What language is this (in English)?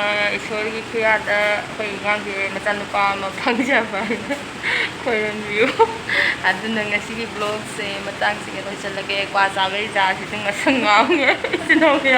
Manipuri